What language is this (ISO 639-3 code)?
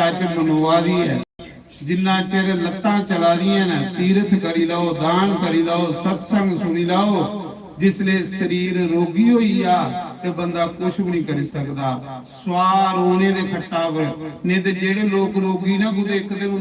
doi